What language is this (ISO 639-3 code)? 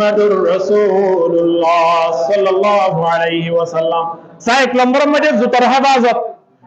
rhg